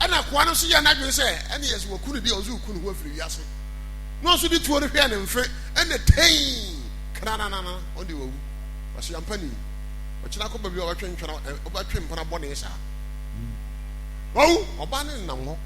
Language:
Akan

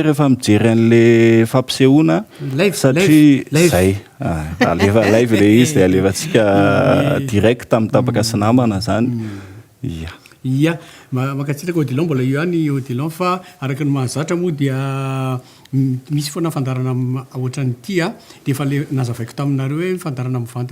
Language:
Malagasy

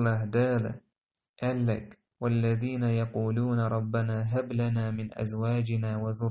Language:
Chechen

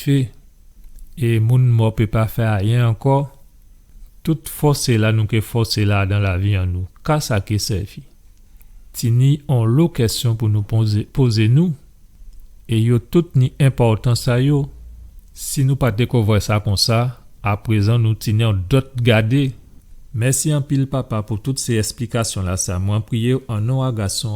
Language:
Guadeloupean Creole French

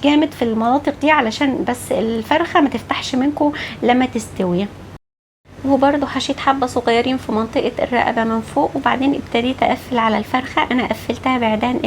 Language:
Egyptian Arabic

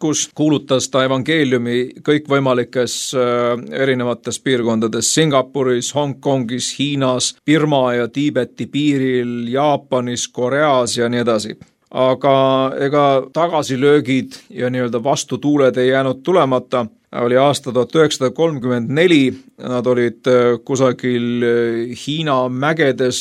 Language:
Estonian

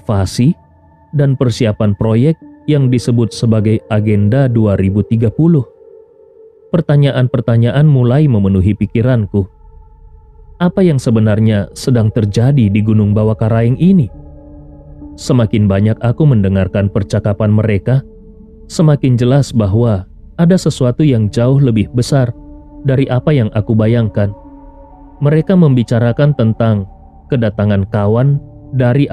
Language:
Indonesian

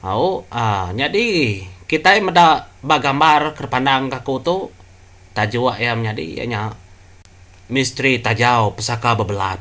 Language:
Iban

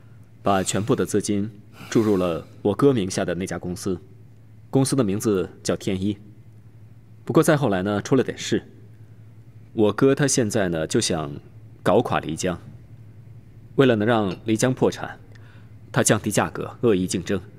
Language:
Chinese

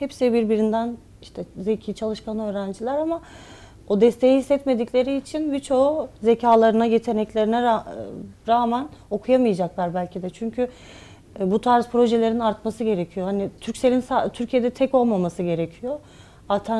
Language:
Turkish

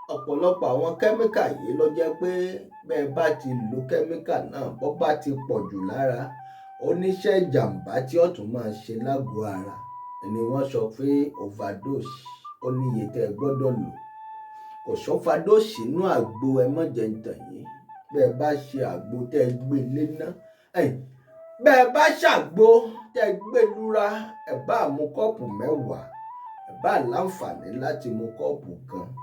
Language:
Yoruba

